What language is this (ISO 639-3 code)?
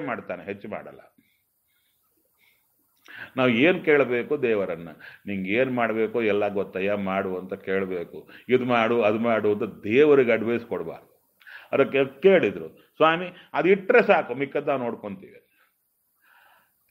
kan